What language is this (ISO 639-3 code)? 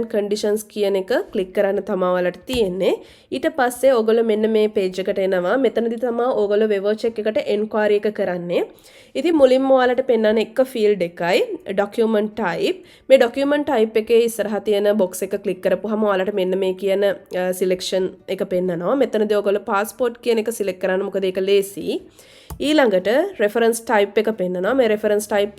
sin